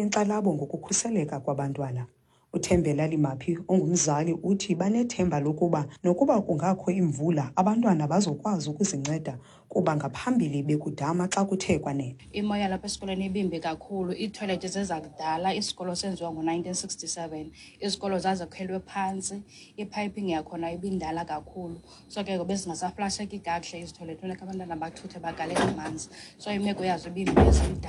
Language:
Xhosa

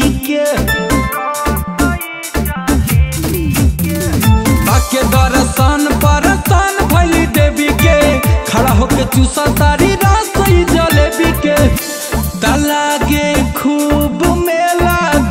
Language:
Bhojpuri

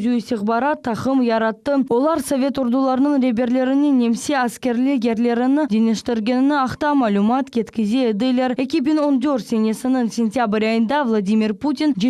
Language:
Crimean Tatar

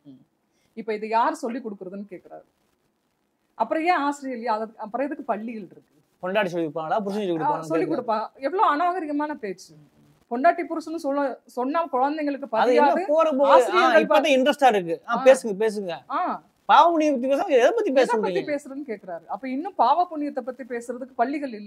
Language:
Tamil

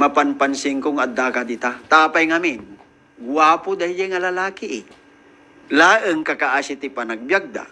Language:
Iloko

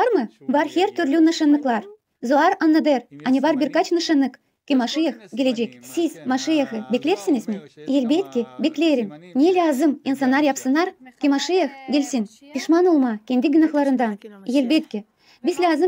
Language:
Gagauz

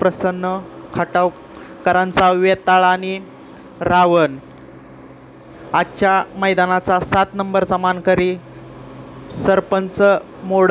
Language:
Marathi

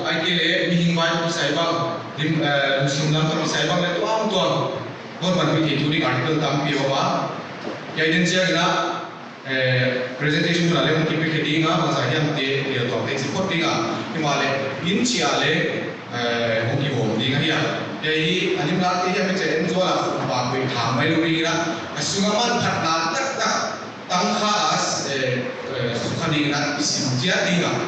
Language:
Paite Chin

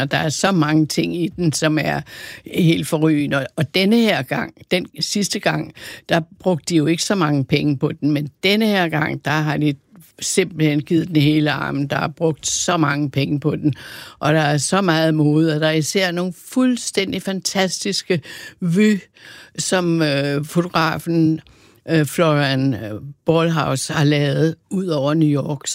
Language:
Danish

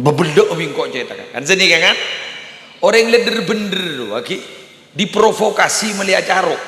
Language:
Madurese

